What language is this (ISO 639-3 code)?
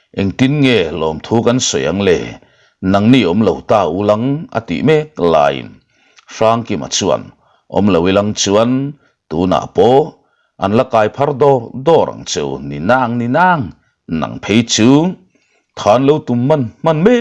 lus